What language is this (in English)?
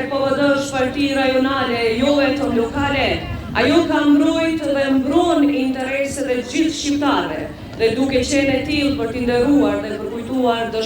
Albanian